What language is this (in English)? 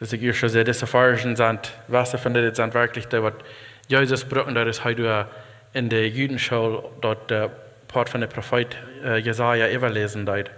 Plautdietsch